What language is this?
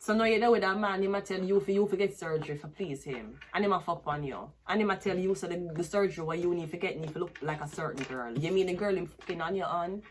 Jamaican Creole English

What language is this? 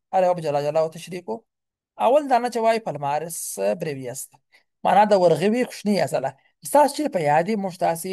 Pashto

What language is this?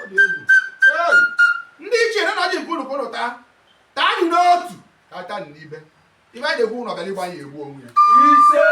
Igbo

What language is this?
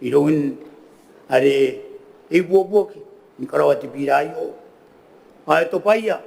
Gilbertese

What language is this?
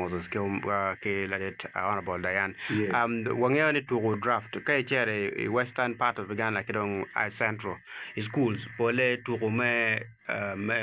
Acoli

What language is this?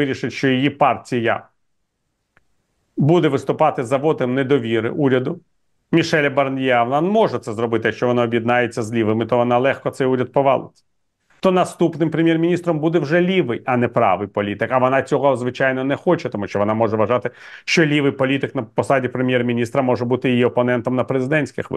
Ukrainian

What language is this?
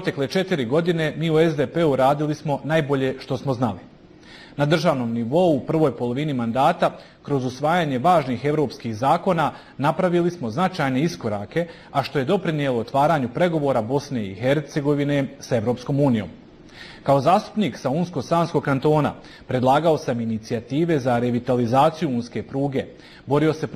Bosnian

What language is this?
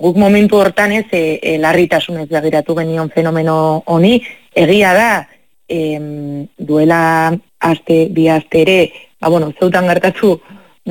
Basque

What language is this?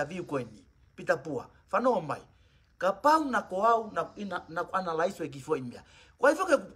Tongan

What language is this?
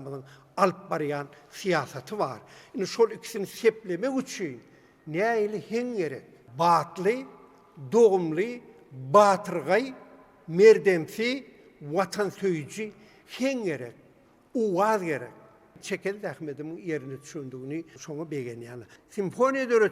Turkmen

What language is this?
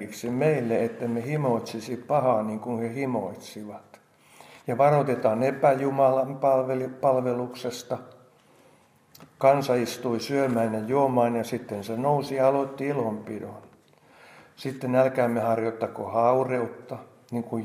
Finnish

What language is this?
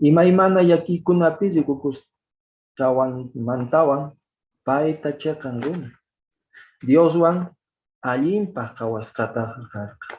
Quechua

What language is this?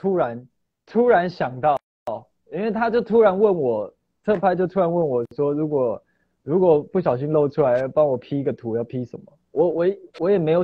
Chinese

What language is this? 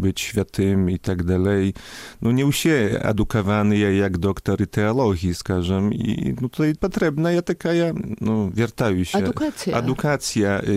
Belarusian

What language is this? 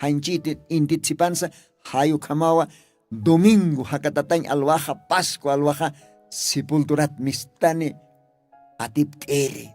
Aymara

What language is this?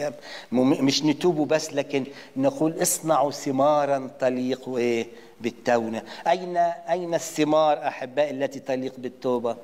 Egyptian Arabic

